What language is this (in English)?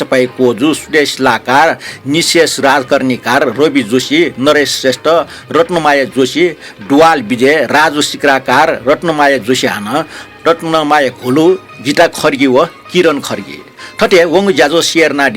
Newari